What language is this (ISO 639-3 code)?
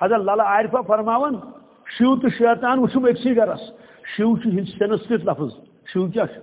kas